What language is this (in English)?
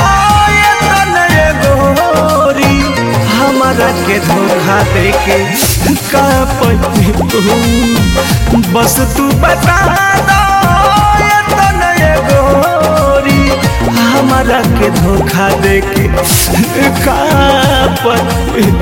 Bhojpuri